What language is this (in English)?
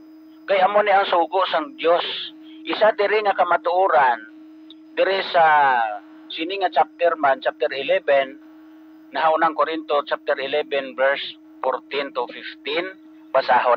Hiligaynon